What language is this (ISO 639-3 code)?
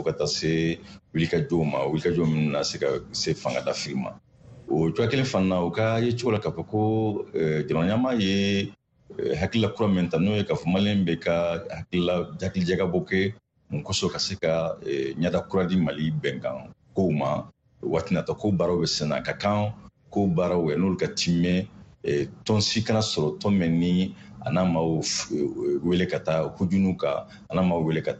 bam